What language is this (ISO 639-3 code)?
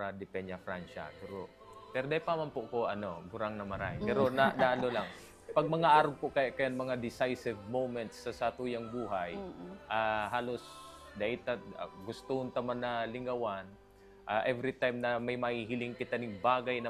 bik